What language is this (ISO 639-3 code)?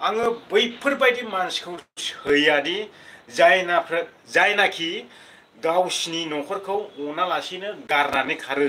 brx